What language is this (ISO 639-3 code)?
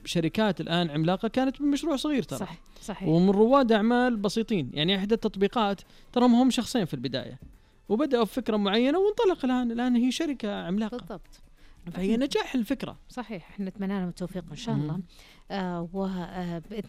ars